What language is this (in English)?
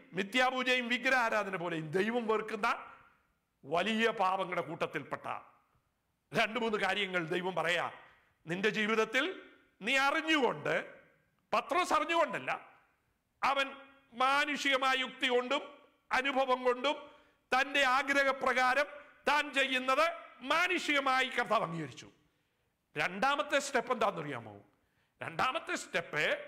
Malayalam